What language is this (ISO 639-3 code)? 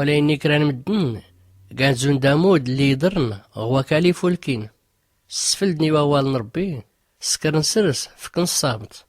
shi